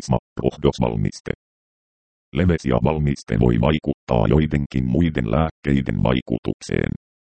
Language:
Finnish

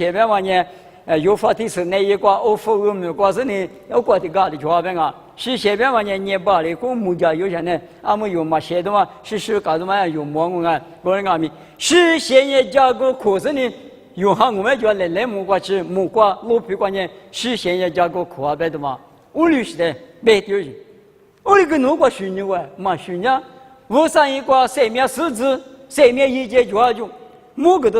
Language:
Lisu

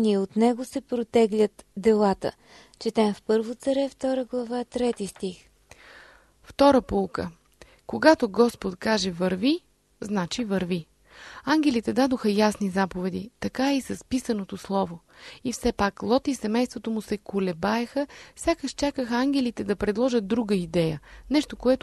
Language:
Bulgarian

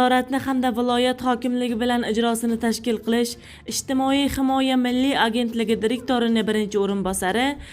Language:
Uzbek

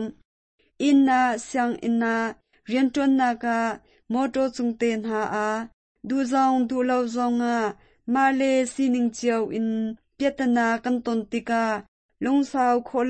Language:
Hakha Chin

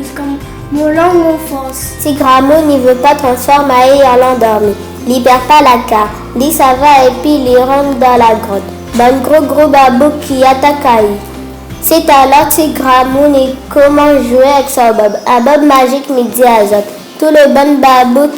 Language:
Réunion Creole French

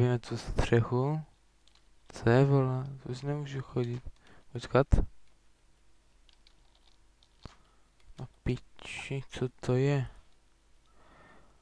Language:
Czech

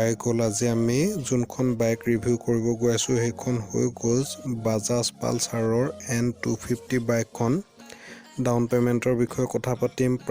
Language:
Assamese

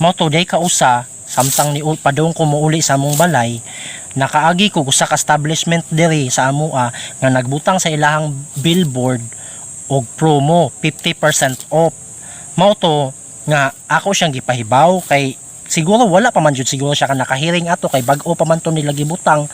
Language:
Cebuano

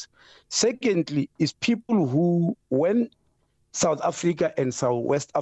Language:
English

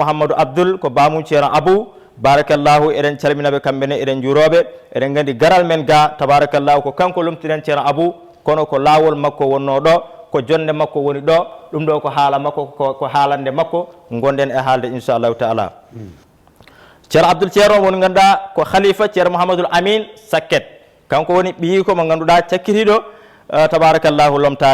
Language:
Fula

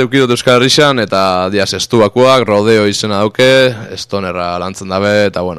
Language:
Basque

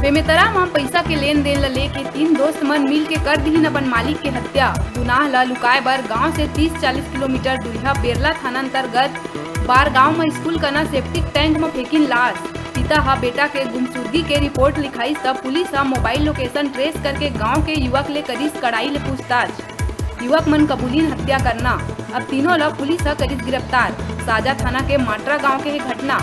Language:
Chhattisgarhi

